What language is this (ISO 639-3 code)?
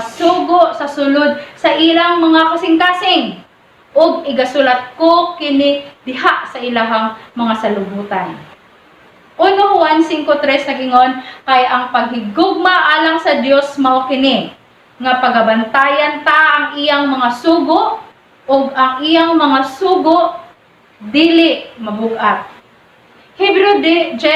ceb